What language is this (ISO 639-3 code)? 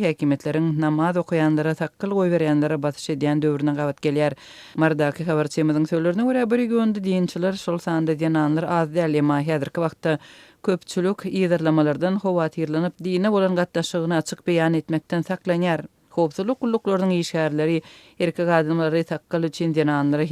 tuk